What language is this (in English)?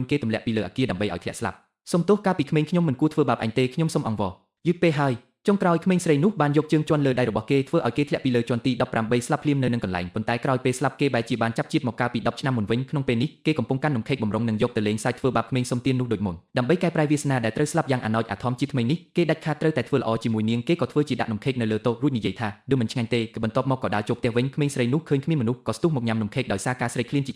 Khmer